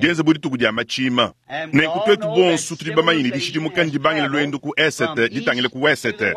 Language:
Luba-Lulua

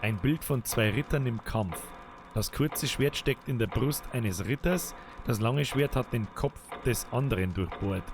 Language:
Bavarian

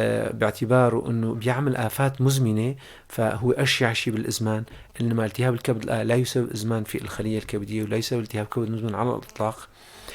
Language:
North Levantine Arabic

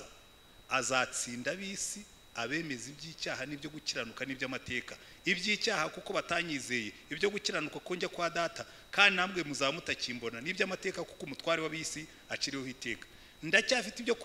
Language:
Kinyarwanda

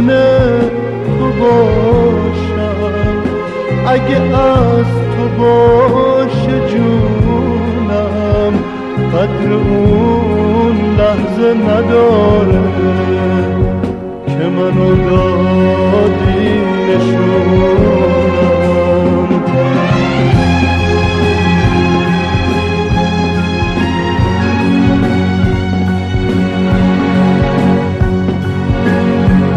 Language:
Persian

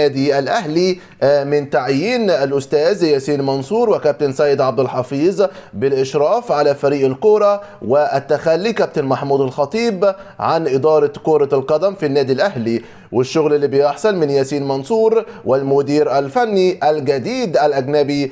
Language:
Egyptian Arabic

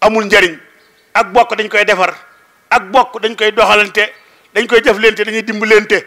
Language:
Wolof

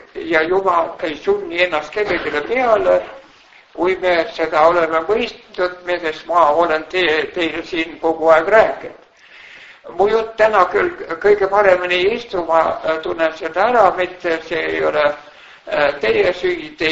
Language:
Estonian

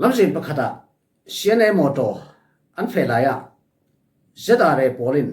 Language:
Falam Chin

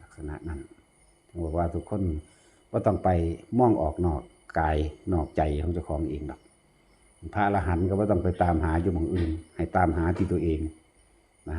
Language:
Lao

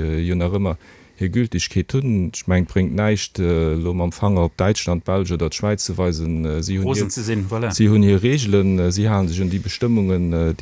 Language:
Luxembourgish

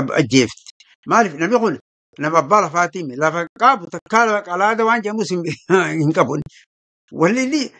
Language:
Oromo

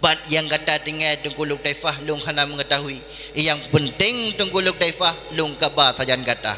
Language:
Achinese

